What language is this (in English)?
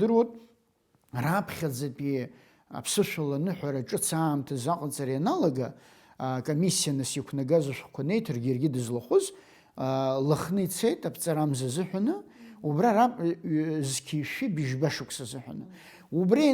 Abkhazian